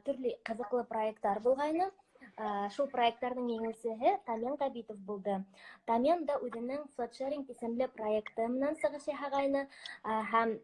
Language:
Bashkir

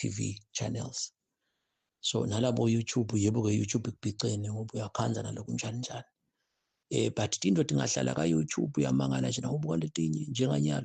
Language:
Zulu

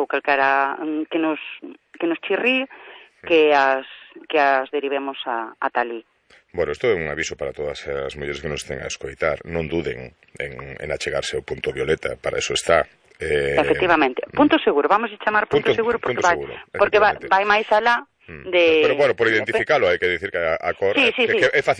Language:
Galician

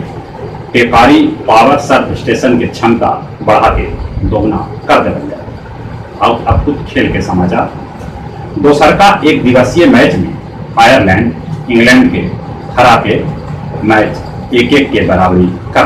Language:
Magahi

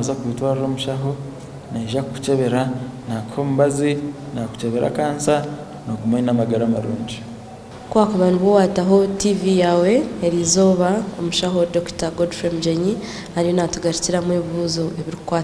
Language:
Nyankole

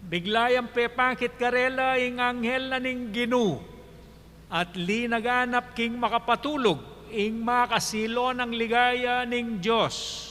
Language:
Pampanga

